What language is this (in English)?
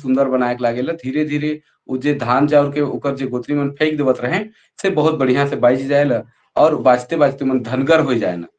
Sadri